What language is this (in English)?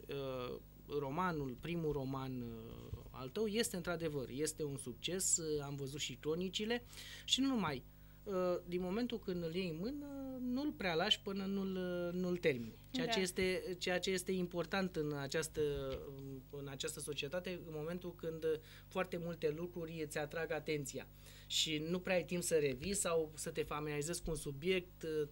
Romanian